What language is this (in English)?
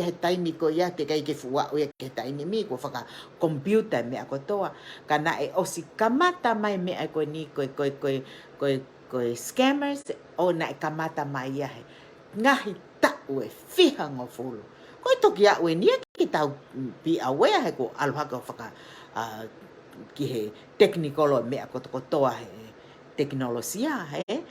Tongan